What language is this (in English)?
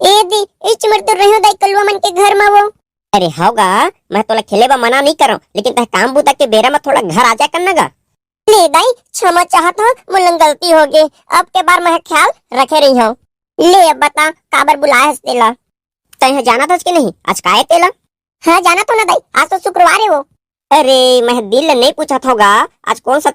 Chhattisgarhi